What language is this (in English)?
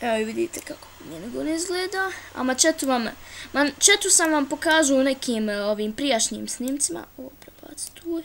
Bosnian